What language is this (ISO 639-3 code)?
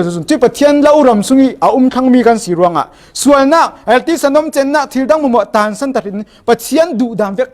cfm